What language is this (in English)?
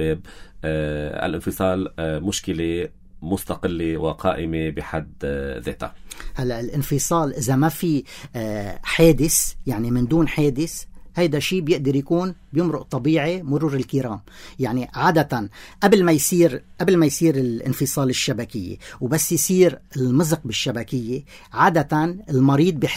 North Levantine Arabic